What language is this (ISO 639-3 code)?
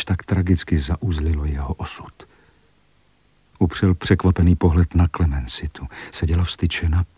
ces